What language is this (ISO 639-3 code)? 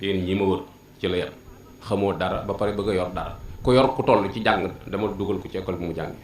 wol